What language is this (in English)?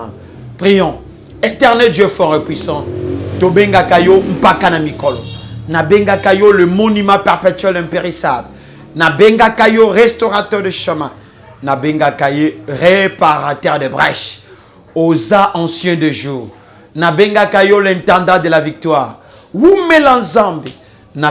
Lingala